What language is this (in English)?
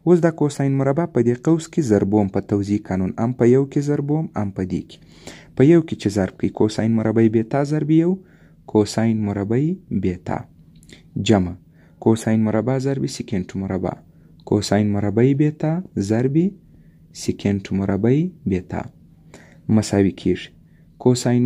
Pashto